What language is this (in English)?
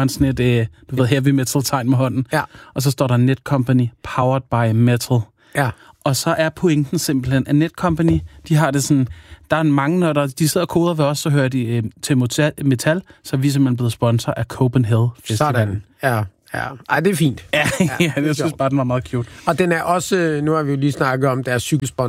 Danish